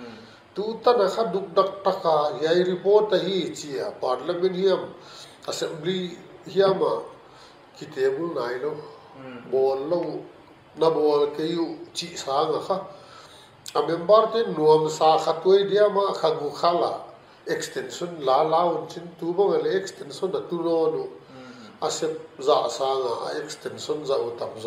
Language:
Paite Chin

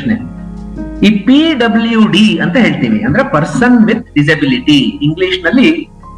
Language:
Kannada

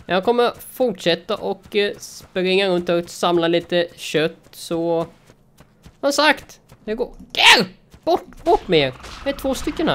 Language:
Swedish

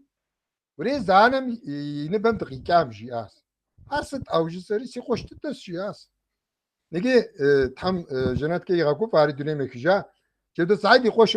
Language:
Kabardian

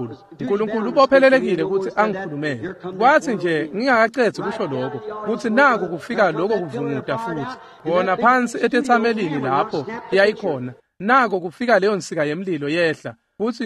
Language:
Swati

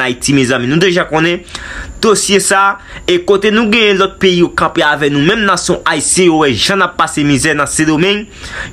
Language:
Haitian Creole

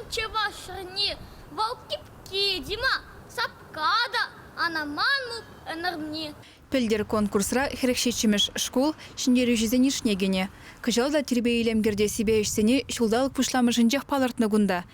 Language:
Chuvash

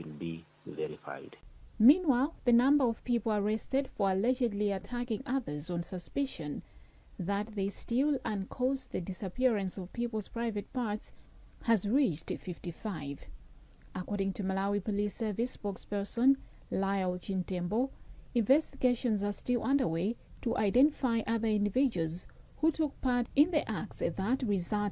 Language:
English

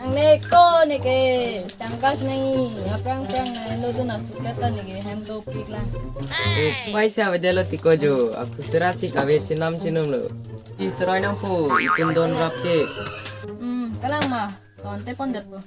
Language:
Karbi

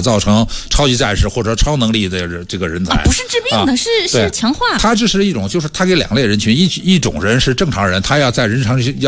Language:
Chinese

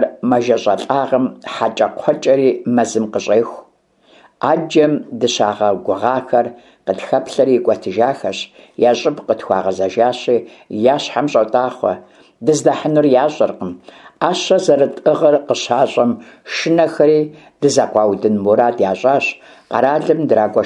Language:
Kabardian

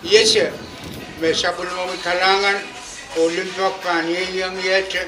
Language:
Pohnpeian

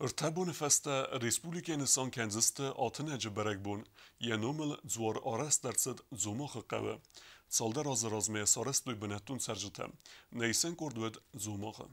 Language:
Ossetic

